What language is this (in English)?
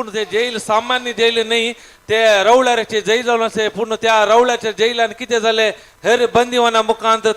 Konkani